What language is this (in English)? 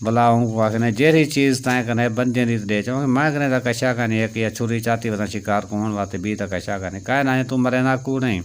Saraiki